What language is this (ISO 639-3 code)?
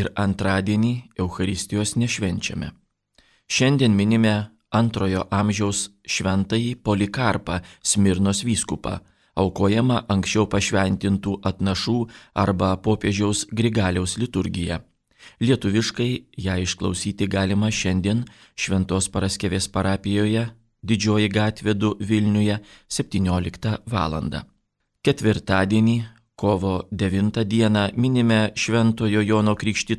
lit